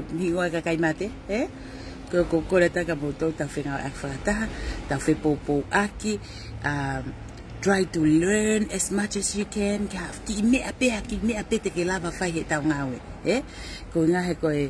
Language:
Tongan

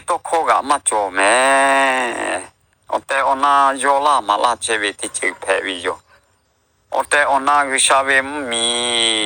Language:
Lahu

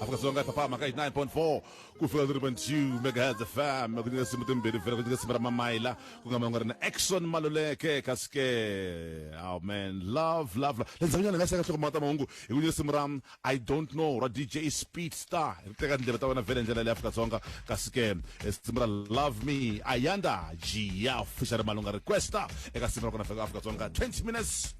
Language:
Tsonga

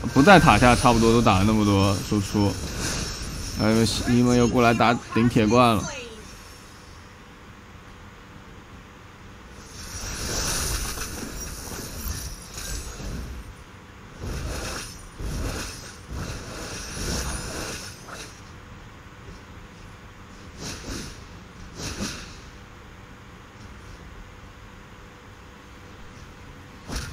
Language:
Chinese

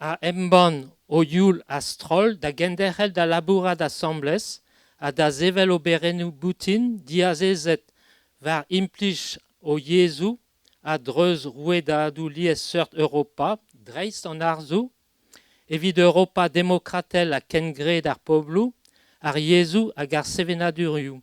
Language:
Breton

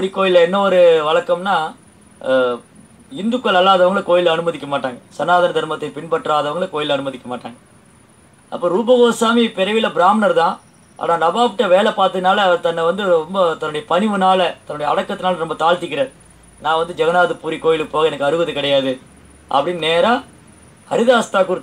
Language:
Tamil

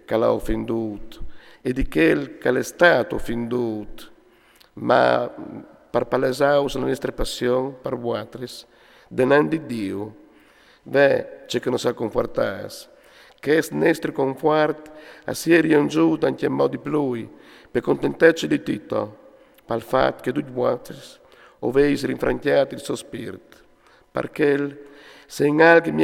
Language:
Friulian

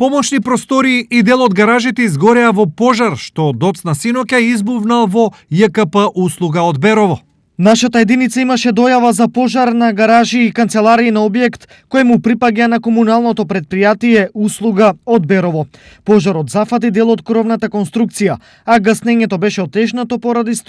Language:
Macedonian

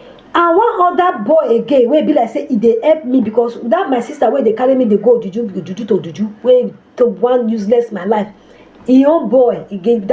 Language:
Nigerian Pidgin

